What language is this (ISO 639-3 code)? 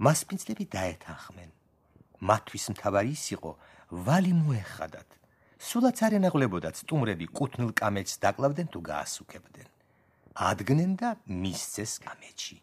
kat